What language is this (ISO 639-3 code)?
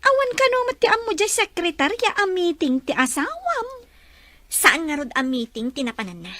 ilo